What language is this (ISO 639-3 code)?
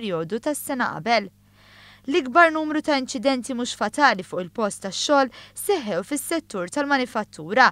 mlt